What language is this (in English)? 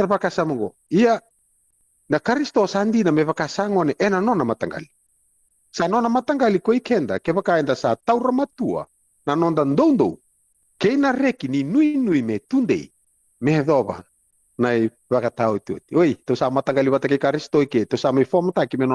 Fijian